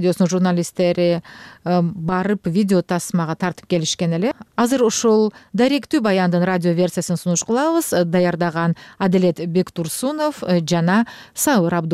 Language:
Kyrgyz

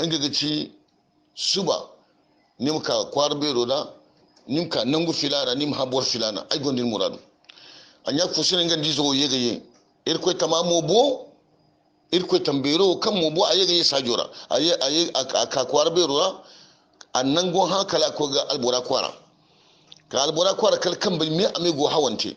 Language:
Hausa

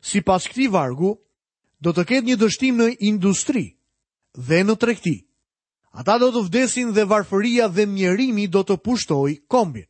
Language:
Albanian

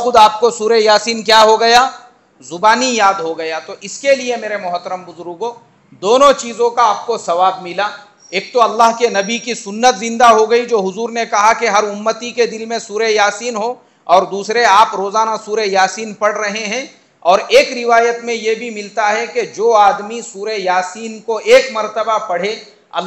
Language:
Urdu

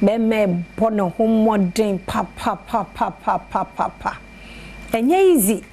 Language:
Akan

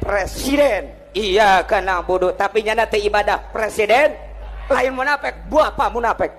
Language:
Sundanese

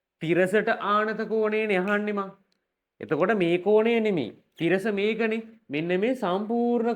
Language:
Sinhala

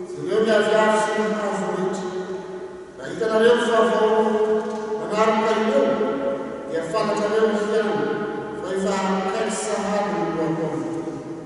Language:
Malagasy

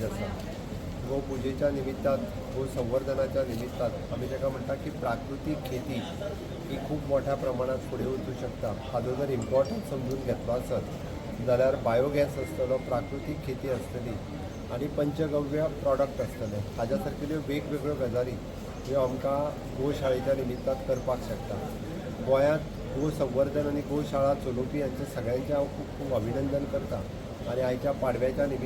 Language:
Konkani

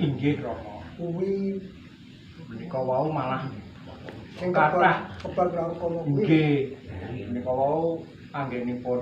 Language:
Javanese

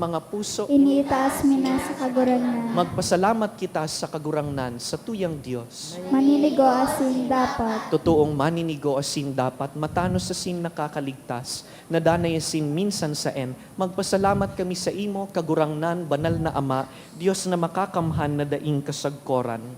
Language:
Bikol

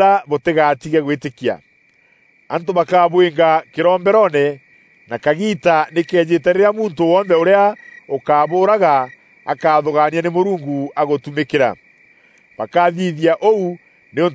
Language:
Meru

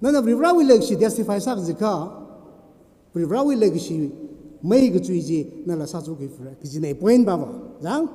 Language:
Tangkhul Naga (India)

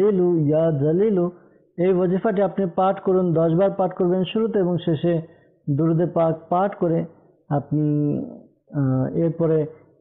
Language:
Bangla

